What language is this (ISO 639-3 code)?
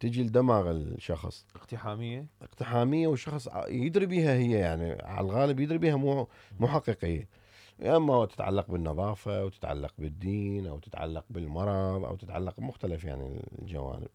acm